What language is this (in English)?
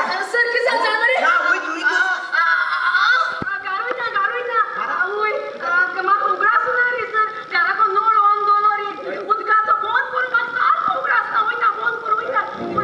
Konkani